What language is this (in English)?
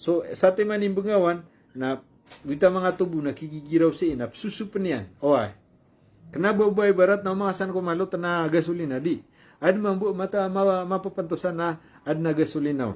Maranao